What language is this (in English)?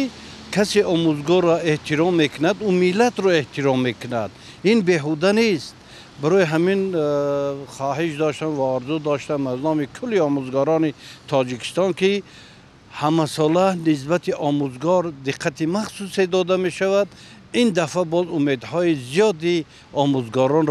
Tajik